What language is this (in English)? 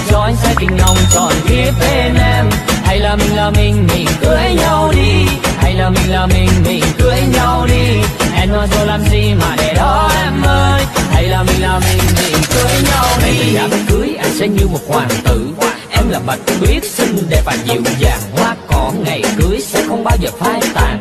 Vietnamese